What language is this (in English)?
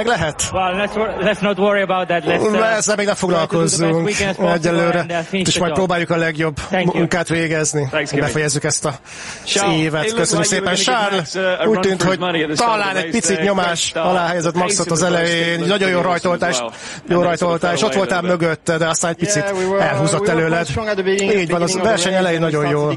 Hungarian